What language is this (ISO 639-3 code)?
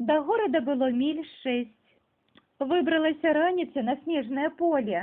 bel